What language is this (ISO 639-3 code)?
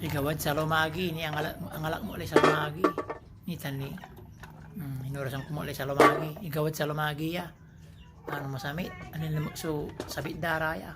pag